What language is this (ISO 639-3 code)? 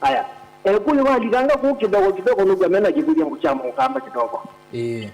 kam